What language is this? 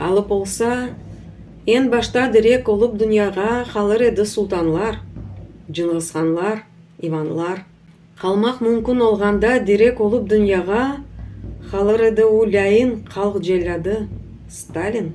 Crimean Tatar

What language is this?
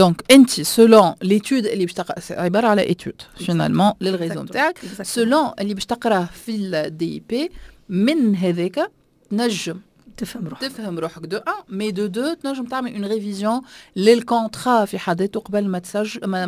Tunisian Arabic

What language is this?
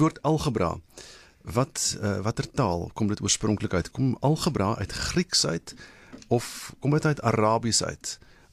Afrikaans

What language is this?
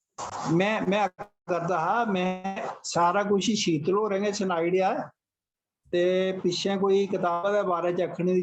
Dogri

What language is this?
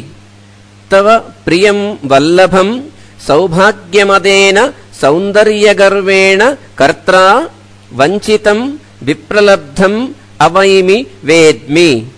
Sanskrit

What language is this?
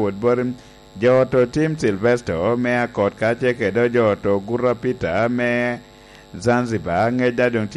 Lango (Uganda)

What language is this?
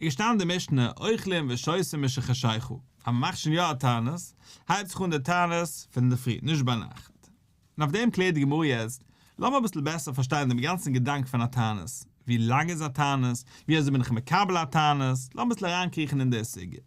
Yiddish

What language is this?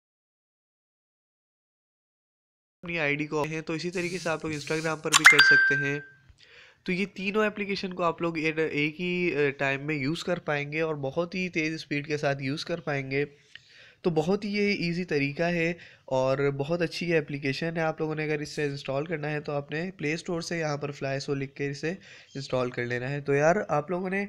Hindi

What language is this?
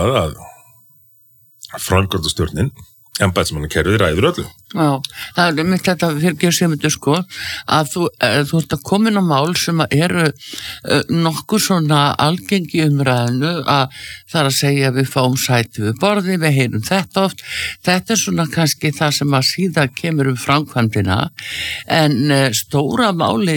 Icelandic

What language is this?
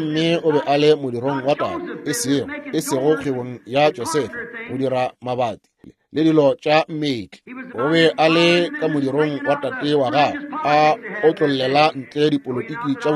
Northern Sotho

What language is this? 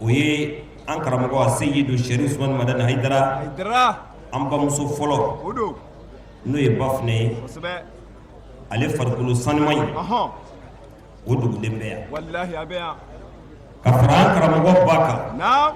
Bambara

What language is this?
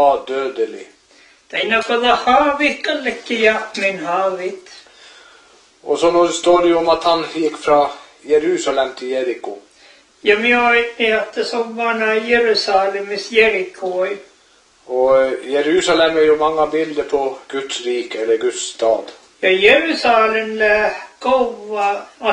Norwegian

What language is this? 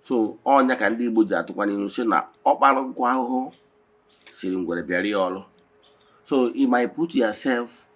Igbo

